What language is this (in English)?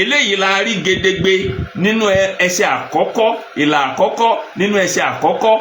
Yoruba